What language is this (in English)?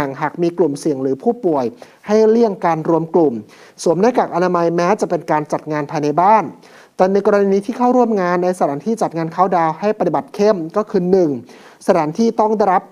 Thai